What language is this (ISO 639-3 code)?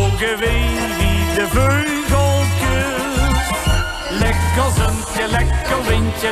lim